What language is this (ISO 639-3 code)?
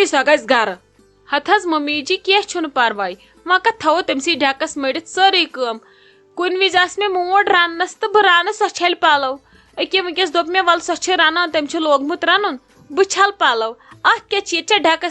kas